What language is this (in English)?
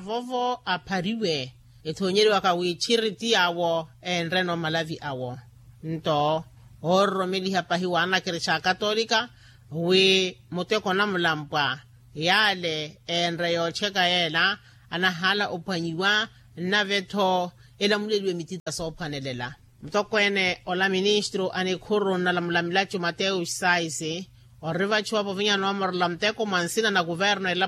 Makhuwa